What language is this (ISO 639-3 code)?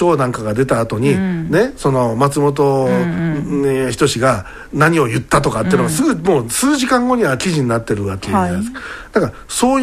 jpn